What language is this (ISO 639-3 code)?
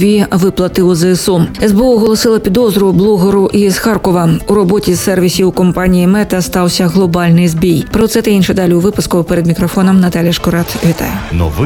ukr